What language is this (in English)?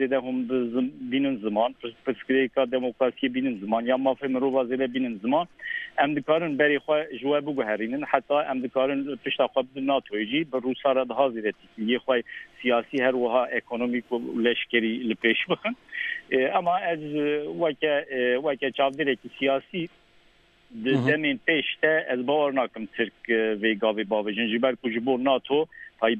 Kurdish